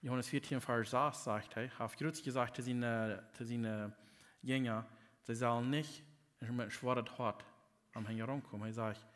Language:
Plautdietsch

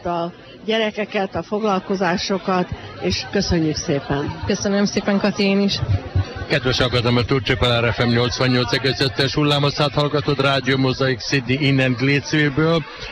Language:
Hungarian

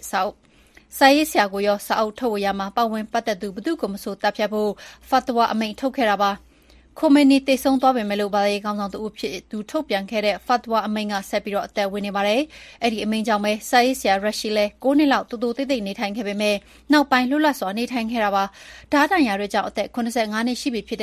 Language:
Burmese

